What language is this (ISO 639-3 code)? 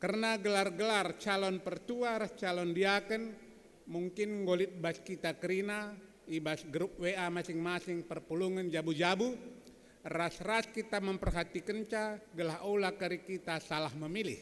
btx